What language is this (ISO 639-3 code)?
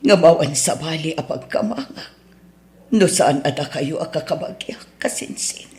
ilo